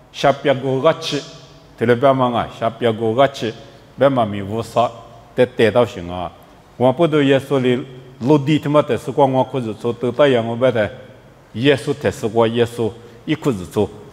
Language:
Lisu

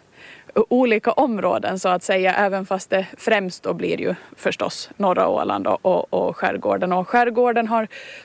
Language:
Swedish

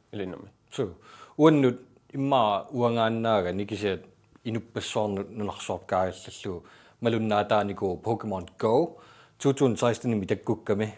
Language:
Kalaallisut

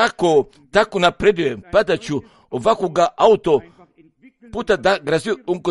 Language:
Croatian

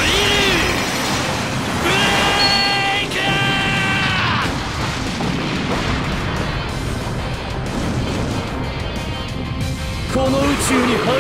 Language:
Japanese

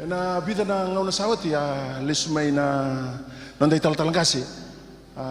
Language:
Fijian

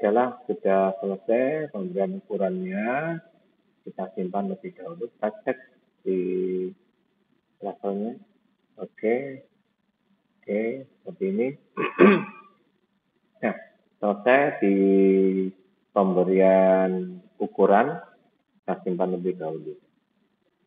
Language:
Indonesian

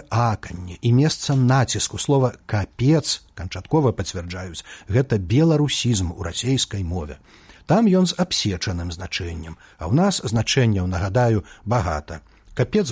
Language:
Belarusian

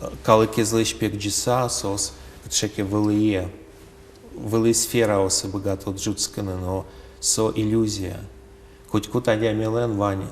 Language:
Udmurt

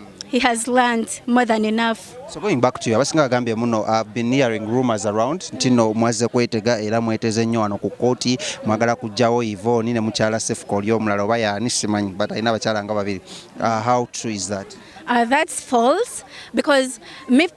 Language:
Ganda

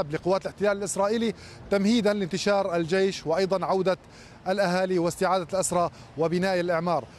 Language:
Arabic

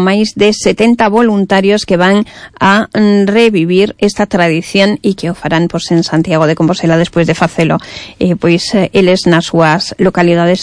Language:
Galician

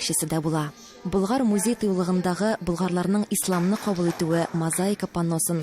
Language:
Tatar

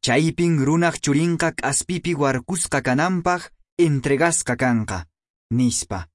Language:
Quechua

